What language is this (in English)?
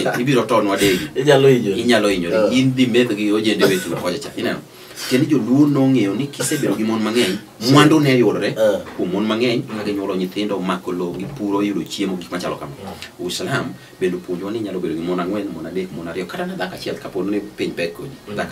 Luo (Kenya and Tanzania)